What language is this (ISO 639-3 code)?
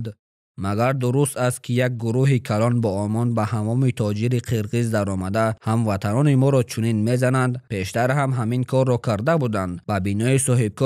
tgk